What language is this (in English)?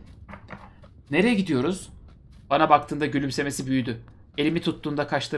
Turkish